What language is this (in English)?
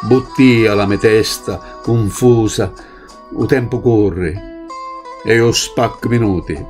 Sicilian